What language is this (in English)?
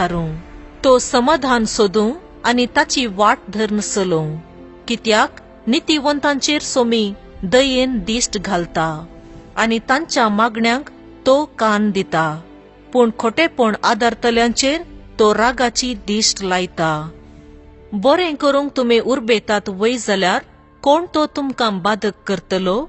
Konkani